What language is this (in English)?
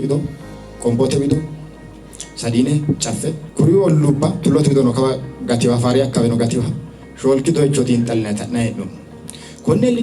Sidamo